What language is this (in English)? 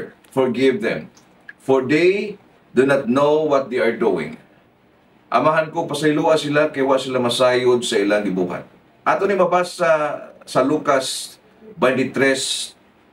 Cebuano